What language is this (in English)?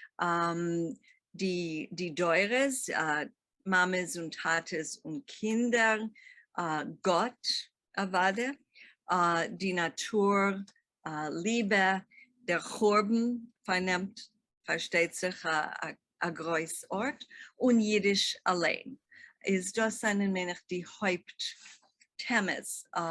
Yiddish